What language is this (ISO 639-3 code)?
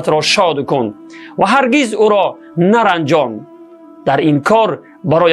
tgk